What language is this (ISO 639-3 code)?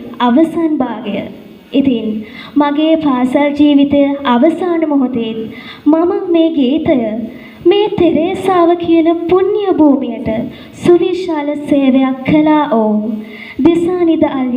sin